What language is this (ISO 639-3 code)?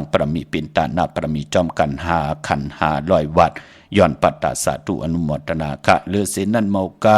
shn